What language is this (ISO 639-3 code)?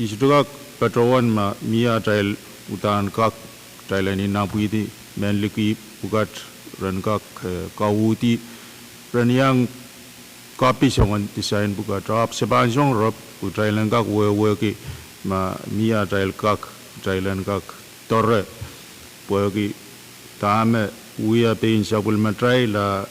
pon